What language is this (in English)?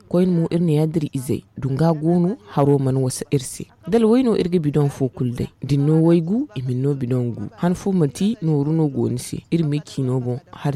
Zarma